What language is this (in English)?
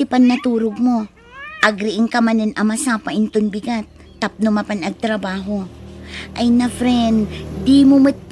Iloko